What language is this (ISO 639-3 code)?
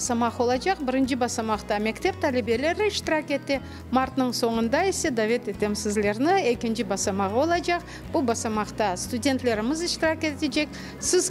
crh